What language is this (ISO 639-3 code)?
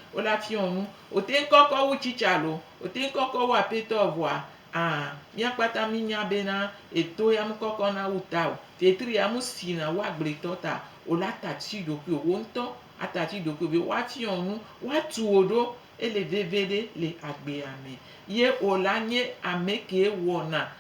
gej